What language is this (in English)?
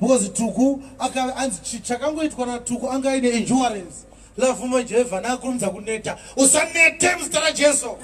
Shona